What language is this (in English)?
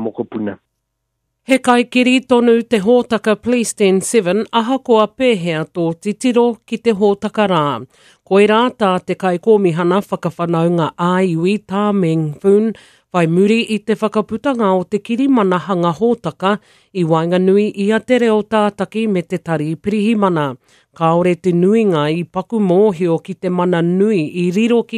Māori